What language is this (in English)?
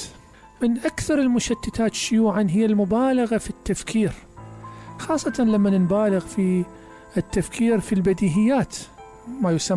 Mesopotamian Arabic